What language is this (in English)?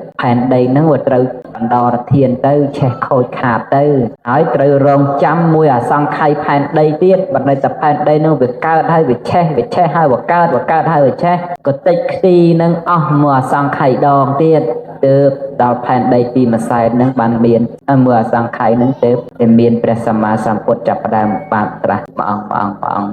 Khmer